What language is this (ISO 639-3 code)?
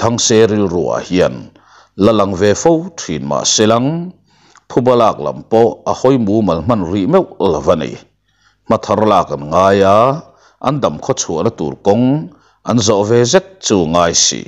lus